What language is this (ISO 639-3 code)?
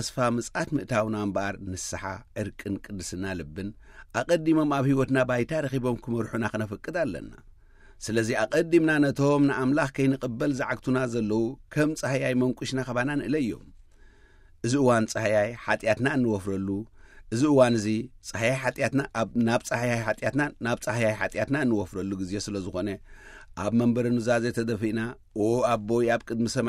tir